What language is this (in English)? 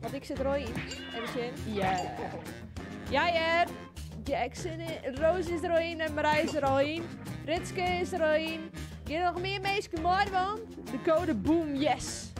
Western Frisian